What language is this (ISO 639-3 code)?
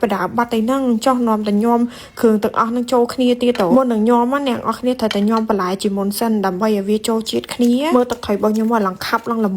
khm